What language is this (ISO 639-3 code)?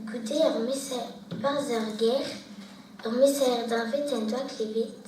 bre